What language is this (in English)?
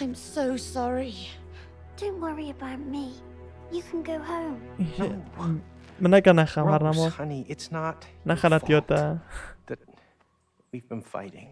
Kurdish